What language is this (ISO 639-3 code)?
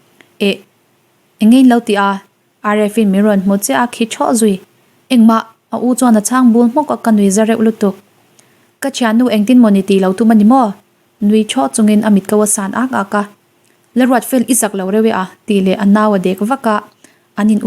lus